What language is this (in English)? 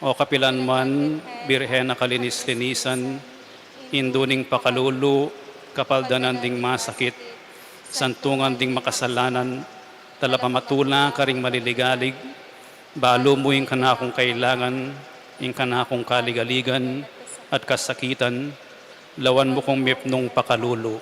Pampanga